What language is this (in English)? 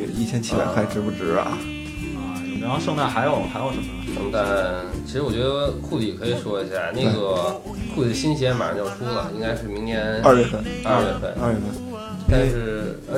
Chinese